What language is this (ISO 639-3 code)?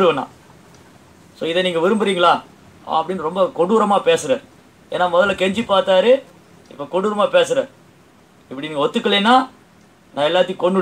tam